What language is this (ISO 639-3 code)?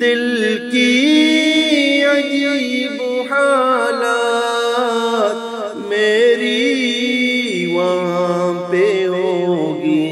bgp